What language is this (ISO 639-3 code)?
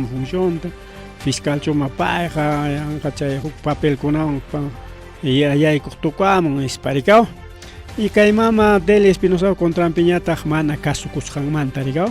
quy